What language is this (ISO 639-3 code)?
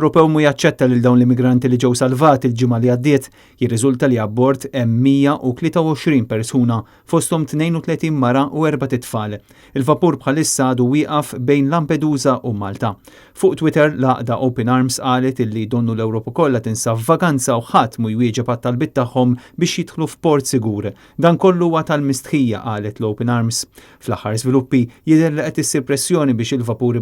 mlt